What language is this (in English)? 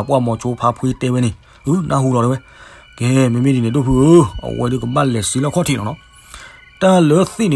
S'gaw Karen